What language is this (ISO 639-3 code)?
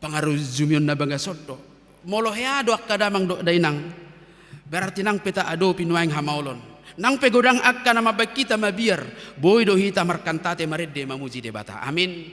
bbc